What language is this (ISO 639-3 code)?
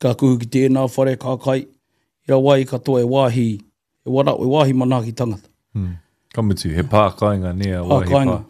mri